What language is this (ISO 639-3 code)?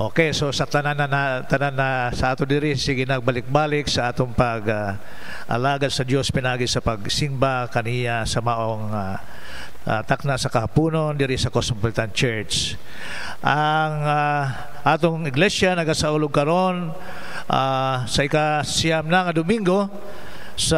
ceb